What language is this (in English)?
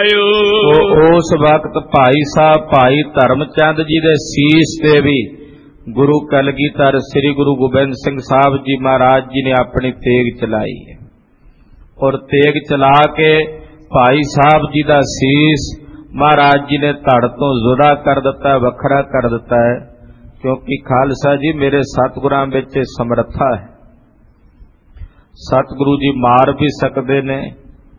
Punjabi